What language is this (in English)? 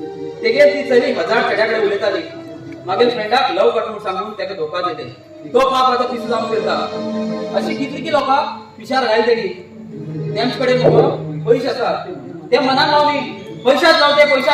Konkani